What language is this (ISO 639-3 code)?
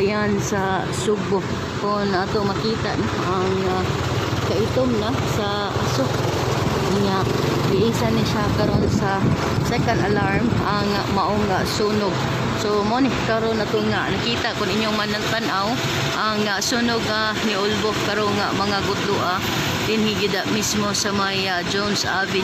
ceb